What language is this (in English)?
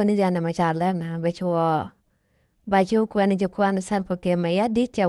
Nuer